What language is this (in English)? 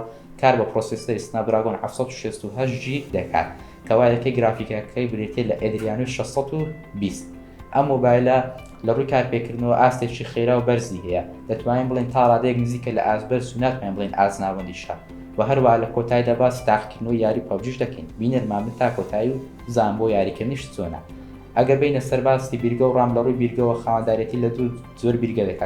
Central Kurdish